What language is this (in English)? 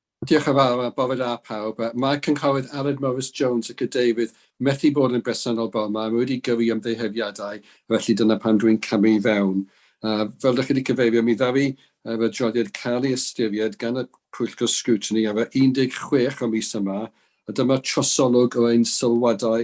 Welsh